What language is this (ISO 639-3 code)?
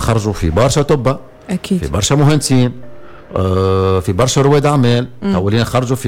aeb